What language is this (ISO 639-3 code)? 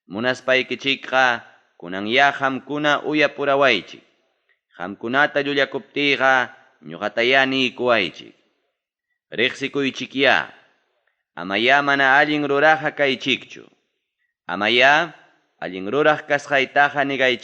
quy